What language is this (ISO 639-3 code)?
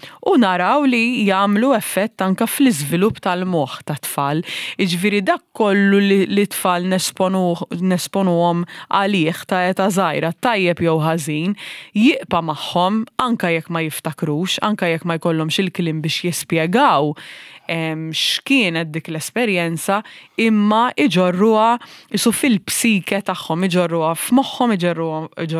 mlt